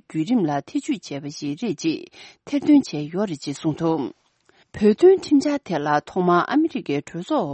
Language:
Tibetan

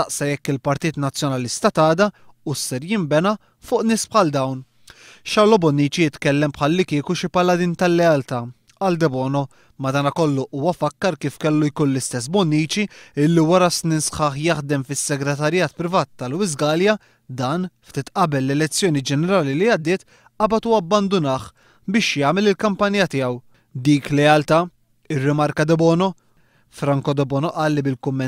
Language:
Maltese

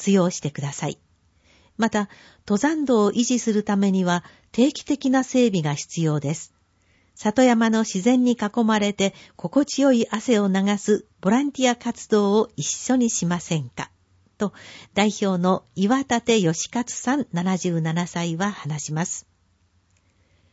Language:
Japanese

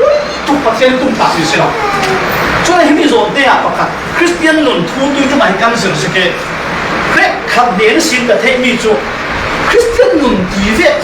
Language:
Falam Chin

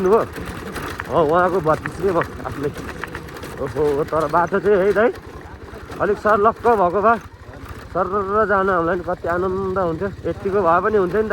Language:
Nepali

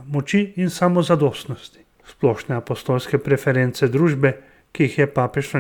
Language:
Slovenian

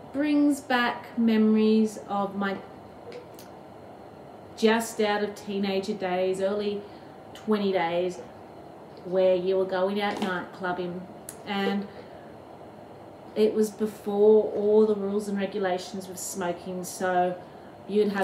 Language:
English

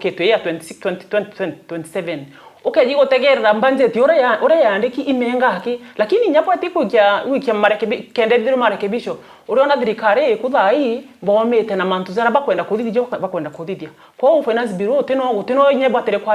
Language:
Meru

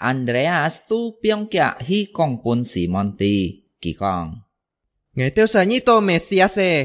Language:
Hakka Chinese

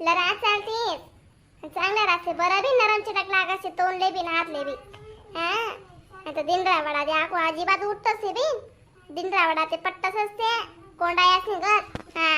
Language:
Khandesi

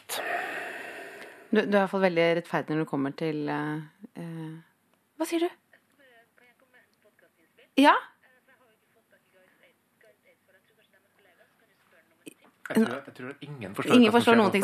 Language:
Norwegian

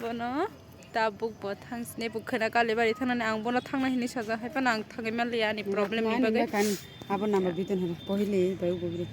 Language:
Kok Borok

